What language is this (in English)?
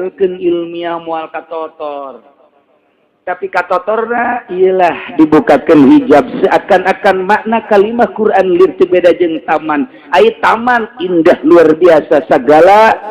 Sundanese